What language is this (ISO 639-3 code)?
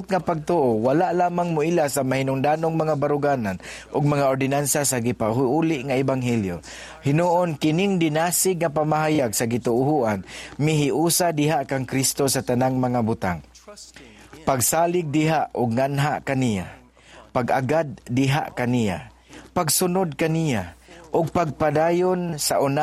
ceb